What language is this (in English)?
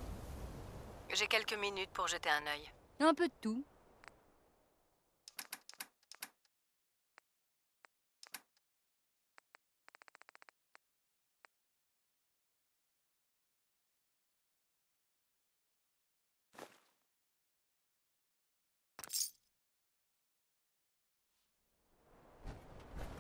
French